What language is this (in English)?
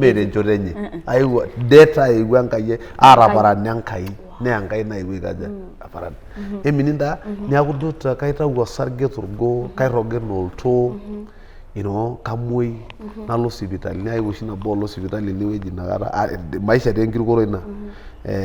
Masai